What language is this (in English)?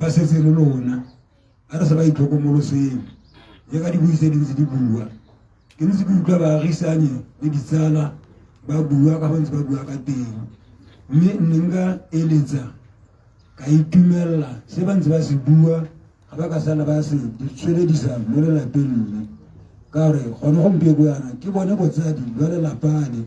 Tswana